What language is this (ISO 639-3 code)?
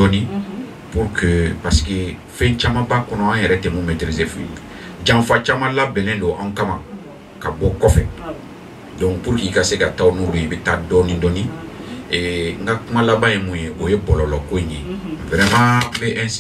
bam